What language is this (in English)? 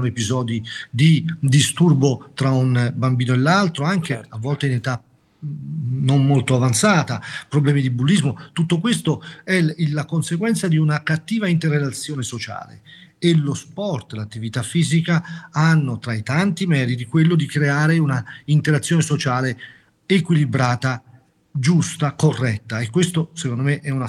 Italian